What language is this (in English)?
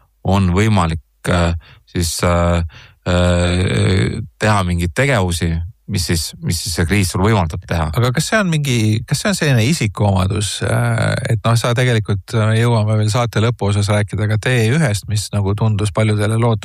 Estonian